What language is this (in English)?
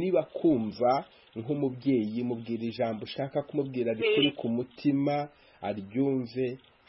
Kinyarwanda